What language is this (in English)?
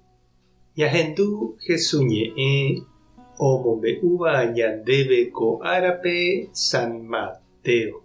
Guarani